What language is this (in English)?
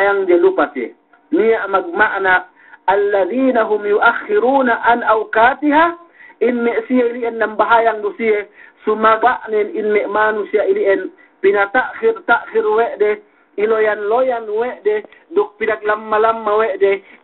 Yakan